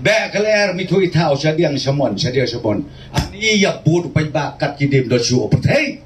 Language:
Khasi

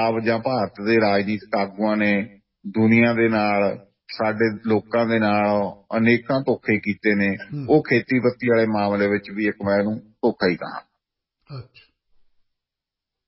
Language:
Punjabi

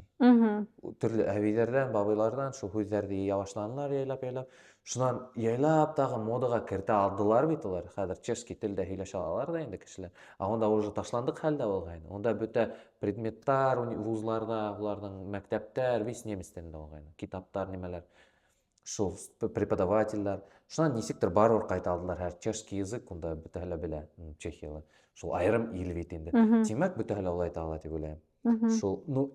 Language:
Bashkir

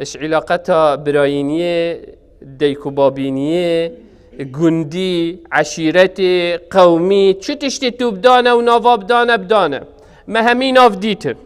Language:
Kurdish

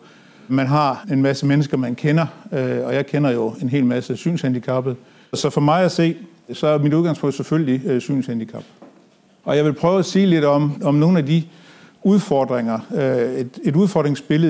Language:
Danish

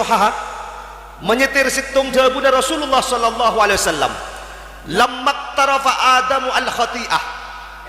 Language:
Madurese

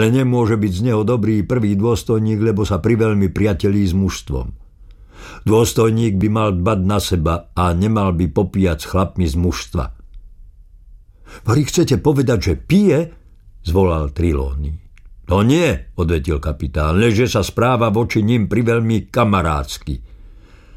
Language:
Slovak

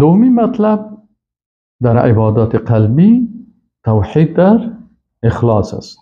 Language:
Persian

